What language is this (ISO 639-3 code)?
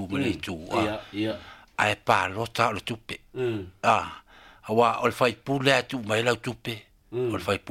smo